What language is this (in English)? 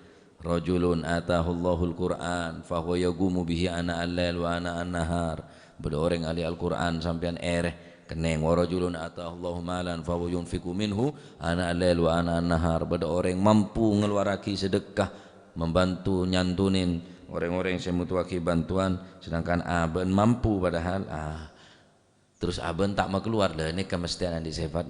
Madurese